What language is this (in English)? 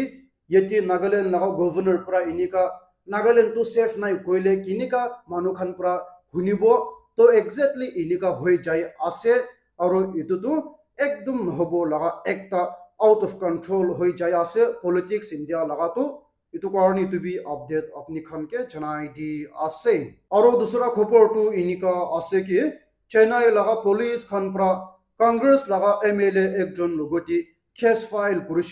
Naga Pidgin